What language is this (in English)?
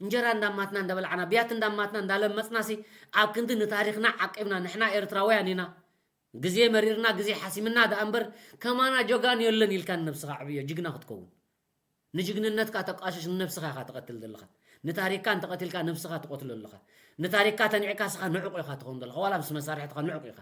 Tigrinya